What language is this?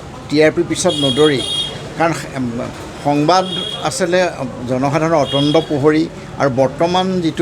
Assamese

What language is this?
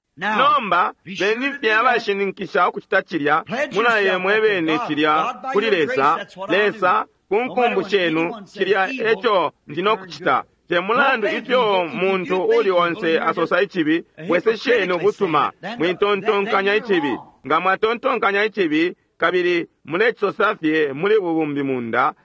Bemba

